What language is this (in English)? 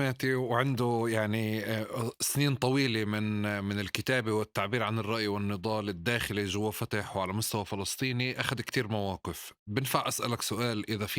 North Levantine Arabic